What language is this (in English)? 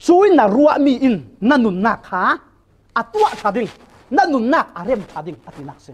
Falam Chin